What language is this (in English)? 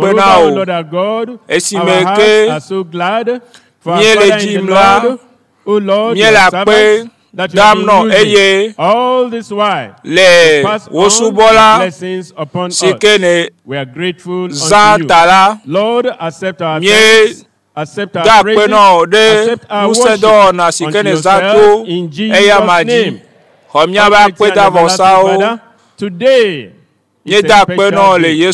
Ewe